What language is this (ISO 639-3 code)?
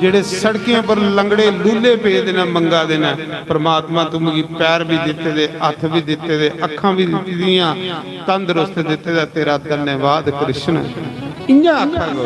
doi